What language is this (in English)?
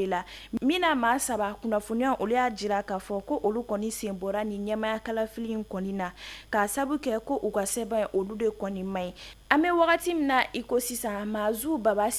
Bambara